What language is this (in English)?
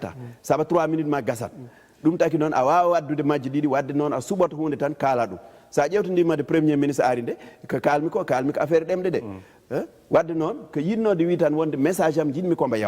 Fula